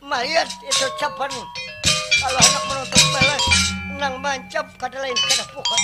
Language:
Banjar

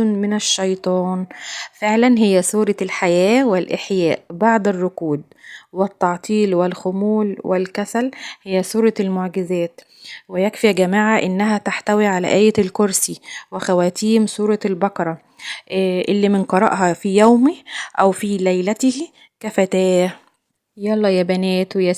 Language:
Egyptian Arabic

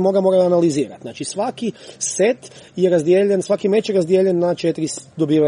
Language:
Croatian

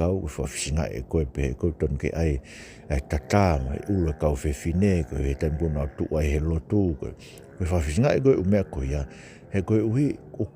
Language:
Tongan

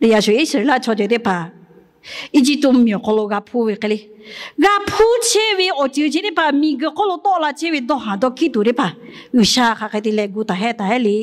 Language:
Lahu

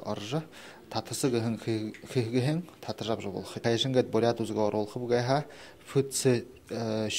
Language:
Buriat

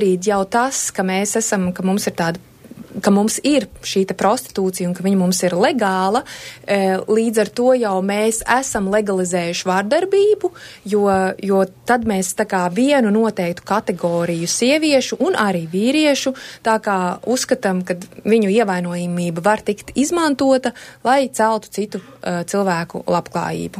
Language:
Latvian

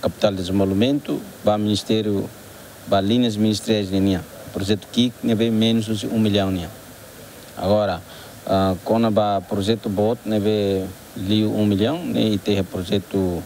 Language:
Tetum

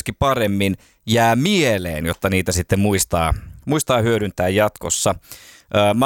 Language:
Finnish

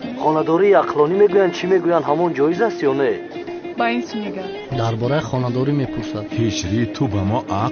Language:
Tajik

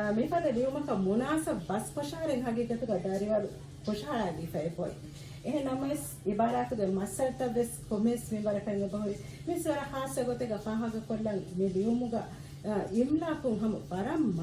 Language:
Divehi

